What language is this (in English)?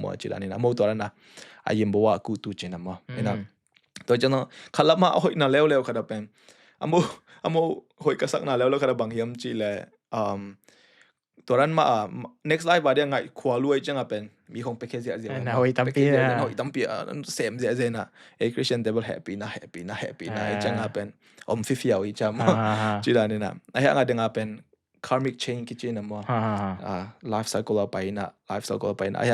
Tedim Chin